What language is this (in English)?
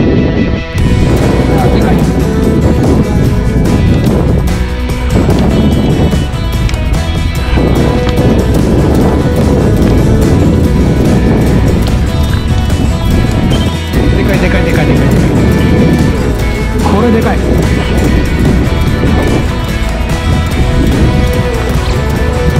Japanese